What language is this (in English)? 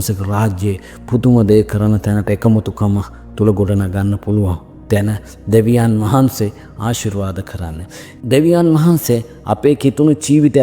Sinhala